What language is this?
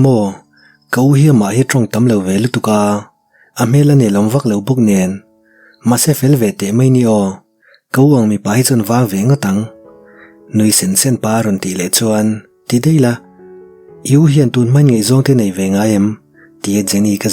Mizo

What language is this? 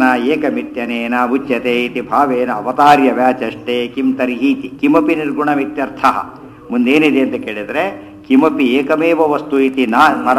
Kannada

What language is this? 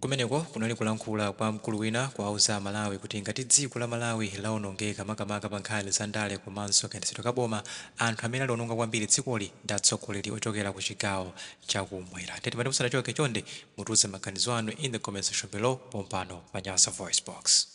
Nyanja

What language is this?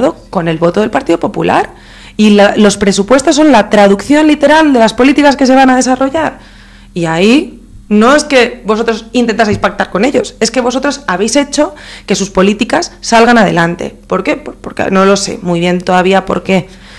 Spanish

